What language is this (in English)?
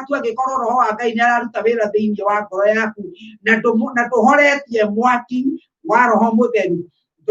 Kikuyu